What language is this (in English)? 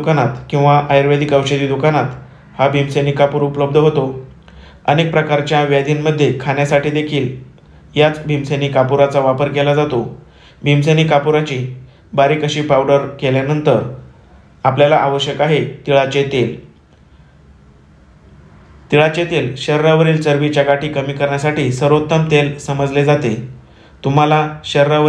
Marathi